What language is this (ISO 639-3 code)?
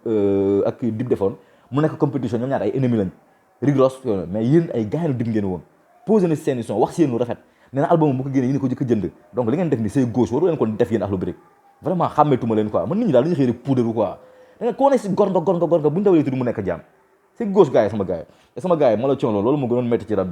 wol